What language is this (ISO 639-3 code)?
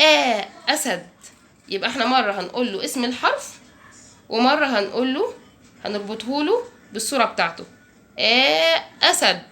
arz